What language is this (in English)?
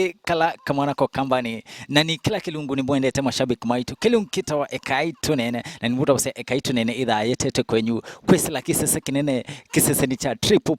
Kamba